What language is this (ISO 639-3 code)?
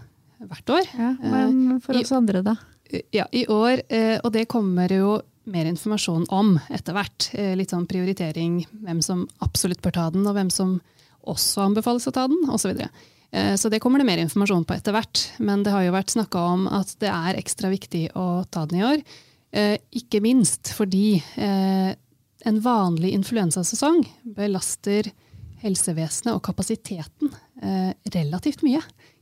nor